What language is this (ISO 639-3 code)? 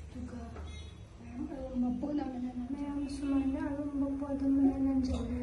mni